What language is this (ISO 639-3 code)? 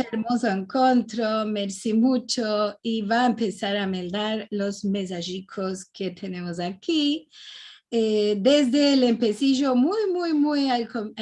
lad